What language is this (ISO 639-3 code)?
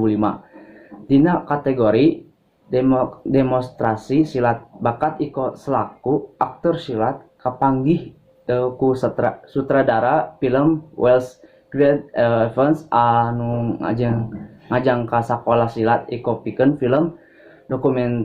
sun